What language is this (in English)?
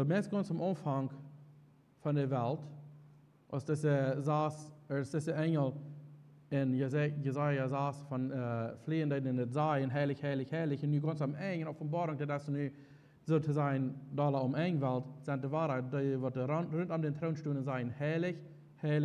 Plautdietsch